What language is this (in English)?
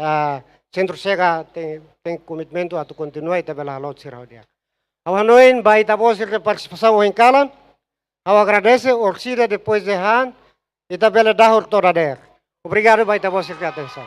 Tetum